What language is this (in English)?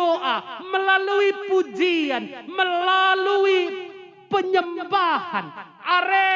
Batak Karo